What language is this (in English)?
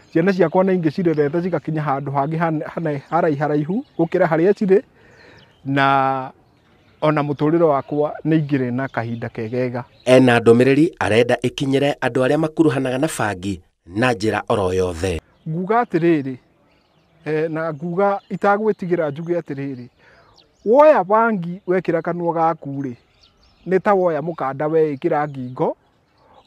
Kikuyu